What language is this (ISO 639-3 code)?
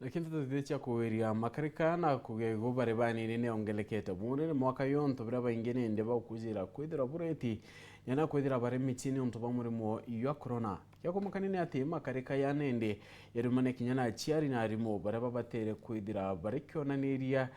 mer